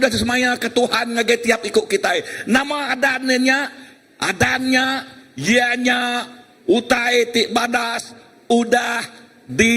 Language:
Iban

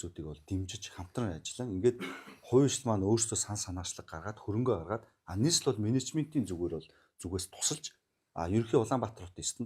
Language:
Mongolian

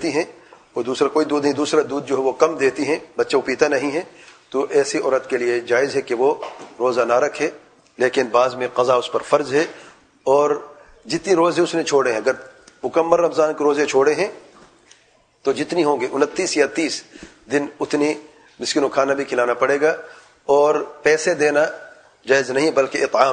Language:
Urdu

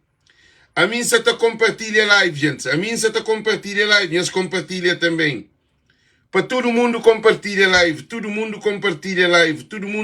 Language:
Kabuverdianu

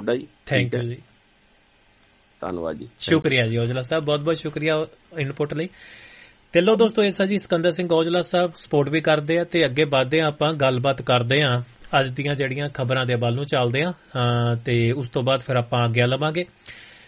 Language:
Punjabi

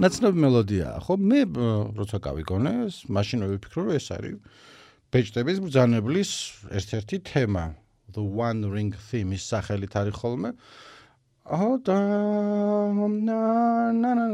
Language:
Georgian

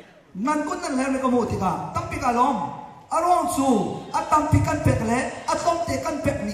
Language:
Hakha Chin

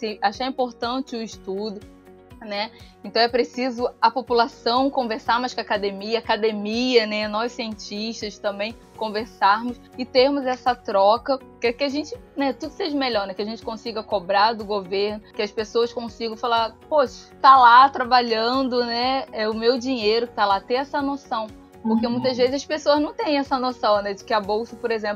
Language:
Portuguese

